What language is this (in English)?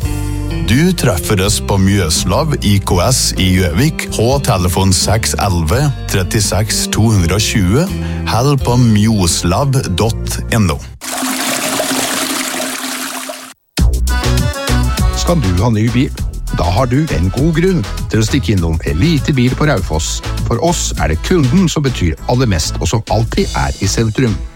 Norwegian